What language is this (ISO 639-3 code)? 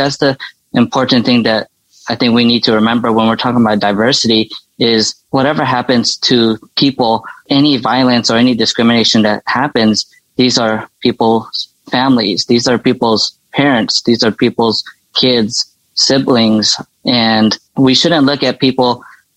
eng